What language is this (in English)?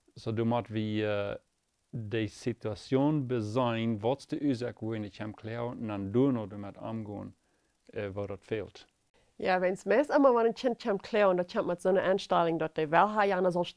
Plautdietsch